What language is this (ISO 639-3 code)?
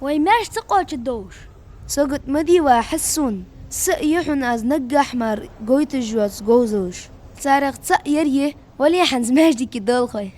inh